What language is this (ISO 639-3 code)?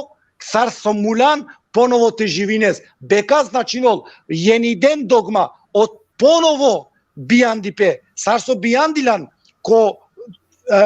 rmn